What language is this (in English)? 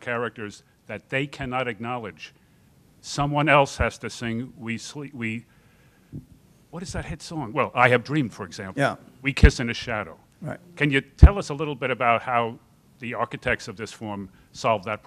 English